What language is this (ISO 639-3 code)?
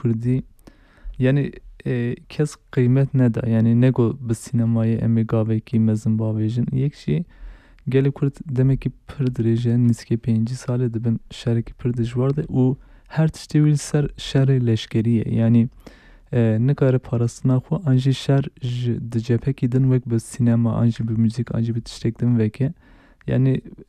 kur